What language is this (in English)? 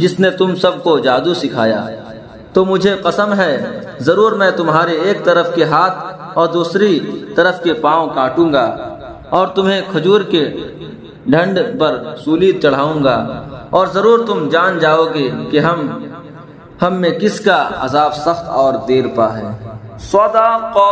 Urdu